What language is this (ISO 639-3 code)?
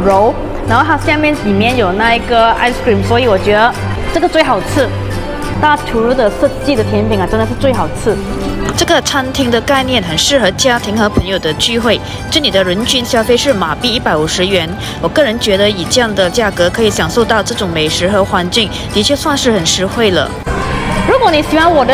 zho